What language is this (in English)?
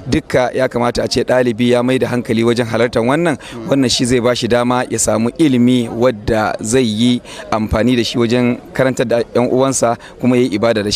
Hausa